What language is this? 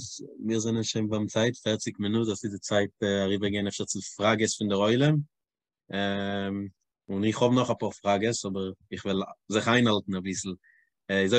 Yiddish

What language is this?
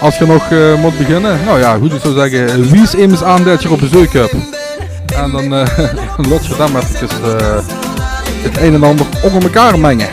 Limburgish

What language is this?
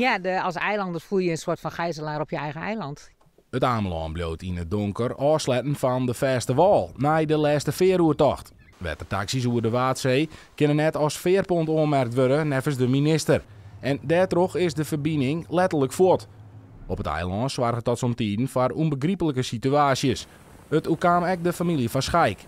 Western Frisian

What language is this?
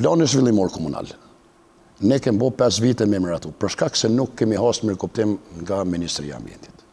Albanian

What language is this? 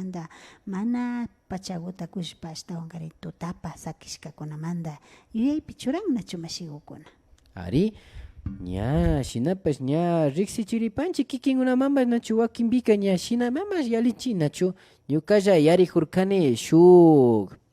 Imbabura Highland Quichua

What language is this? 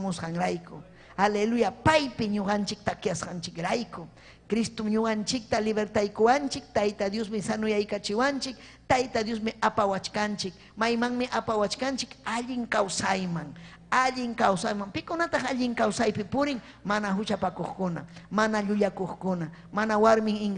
Ayacucho Quechua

